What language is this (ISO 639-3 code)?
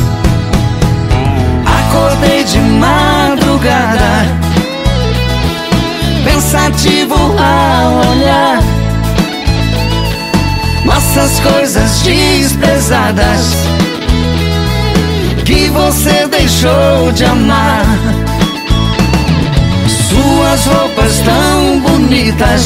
por